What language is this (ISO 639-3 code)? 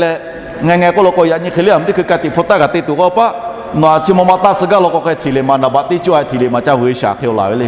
lhu